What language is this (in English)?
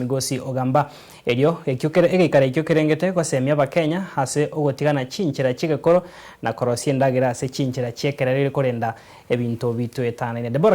Gusii